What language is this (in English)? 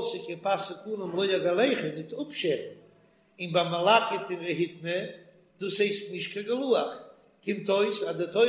Yiddish